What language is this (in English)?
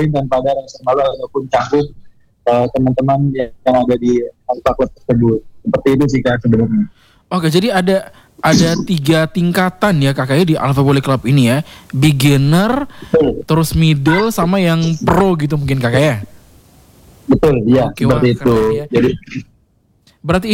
Indonesian